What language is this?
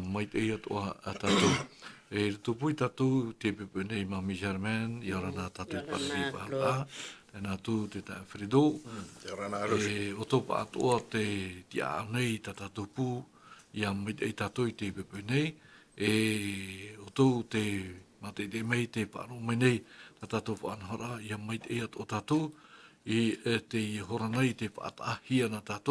Tahitian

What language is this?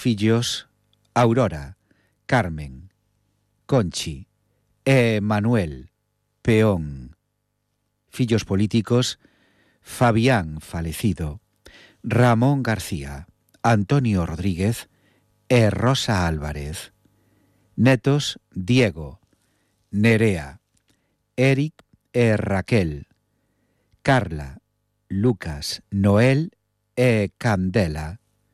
Galician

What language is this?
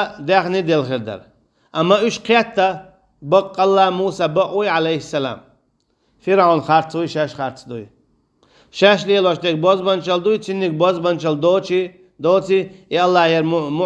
Chechen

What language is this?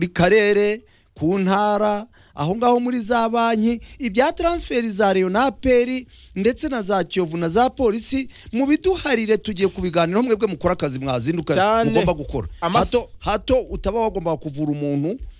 Kinyarwanda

